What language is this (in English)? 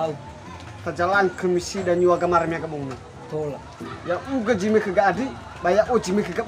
Nias